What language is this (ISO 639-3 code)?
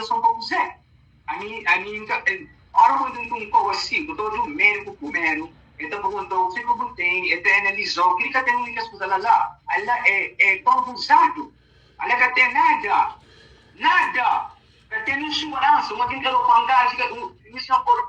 kea